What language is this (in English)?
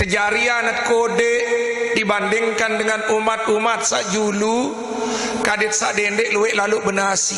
Sasak